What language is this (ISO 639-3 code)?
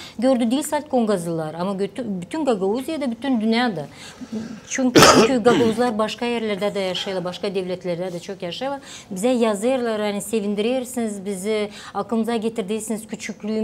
gag